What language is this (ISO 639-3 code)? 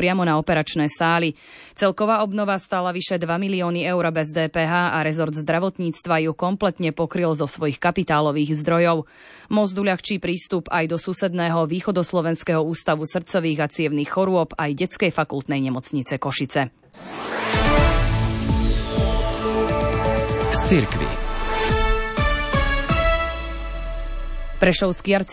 slk